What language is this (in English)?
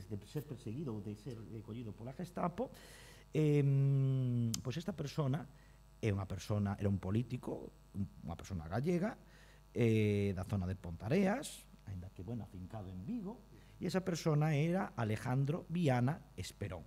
Galician